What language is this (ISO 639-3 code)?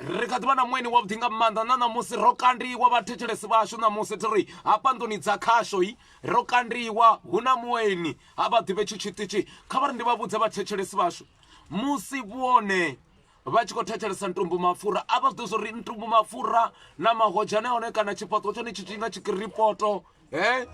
ven